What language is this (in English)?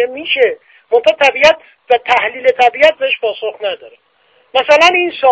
Persian